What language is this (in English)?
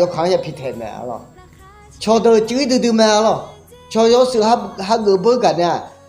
Akha